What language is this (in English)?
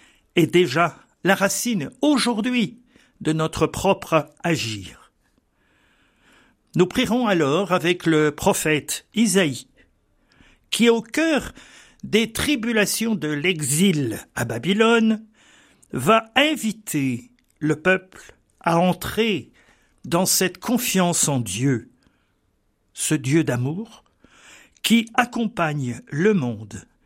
French